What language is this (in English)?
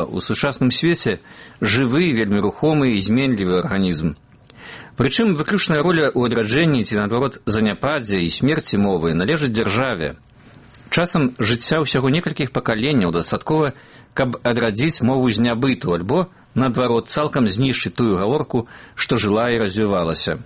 Belarusian